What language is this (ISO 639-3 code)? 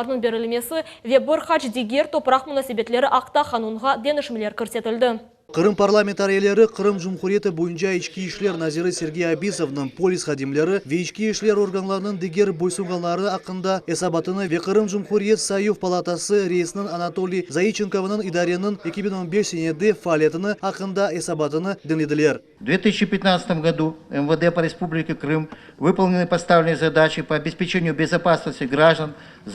crh